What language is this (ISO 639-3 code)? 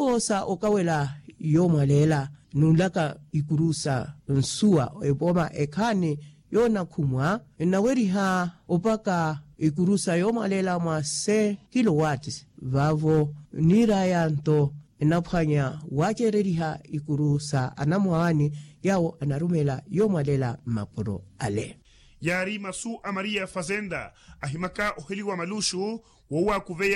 vmw